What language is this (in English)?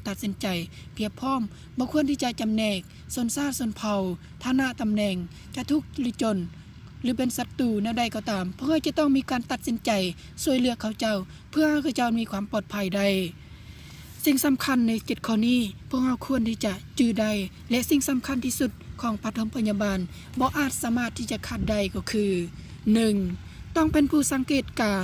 Lao